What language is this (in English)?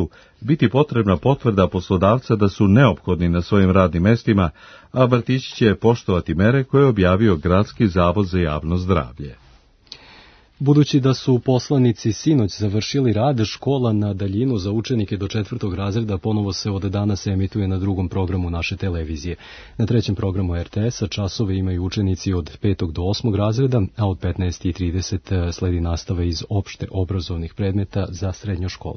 Serbian